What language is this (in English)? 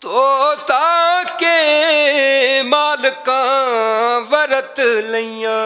Western Panjabi